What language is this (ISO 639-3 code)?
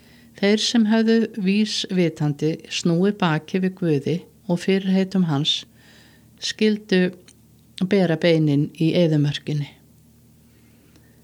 isl